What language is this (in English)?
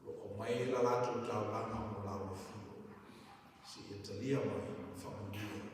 Samoan